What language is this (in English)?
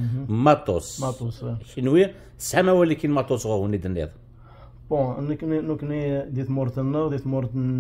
Kabyle